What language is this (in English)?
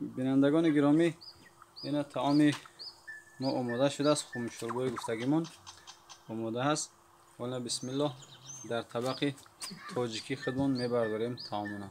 Tajik